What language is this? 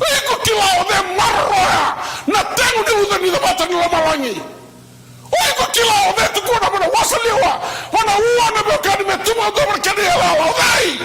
Fijian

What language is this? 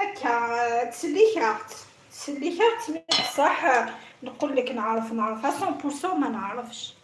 Algerian Arabic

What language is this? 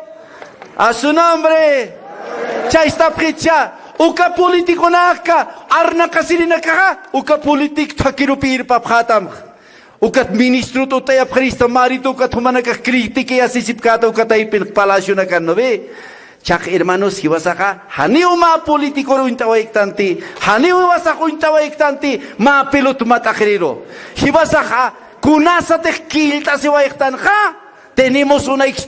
Aymara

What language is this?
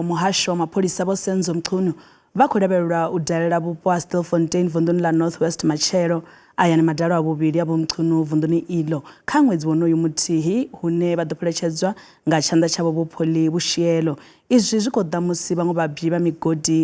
Venda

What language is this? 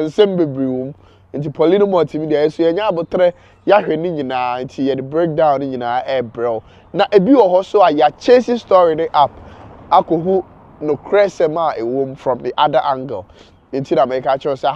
Akan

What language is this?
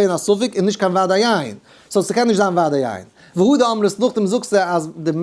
Yiddish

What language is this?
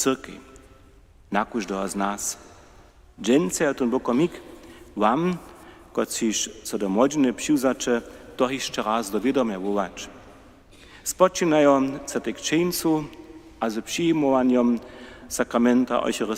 Upper Sorbian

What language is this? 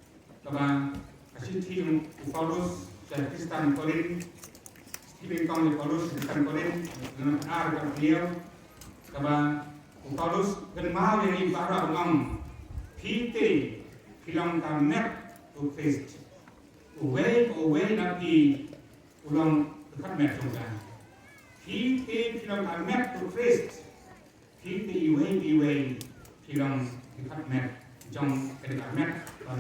Khasi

